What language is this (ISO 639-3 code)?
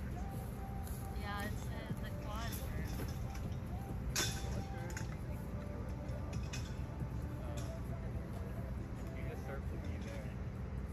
eng